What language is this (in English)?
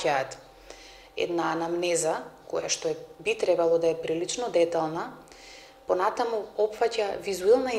Macedonian